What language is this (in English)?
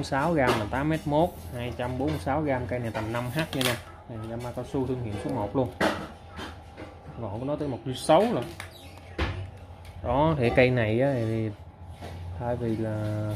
Vietnamese